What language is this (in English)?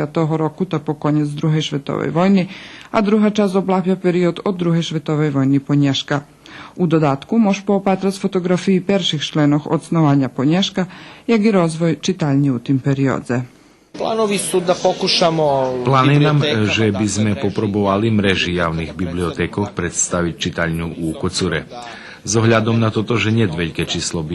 Rusyn